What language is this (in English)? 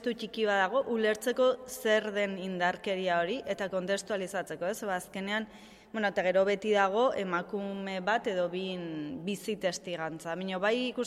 Basque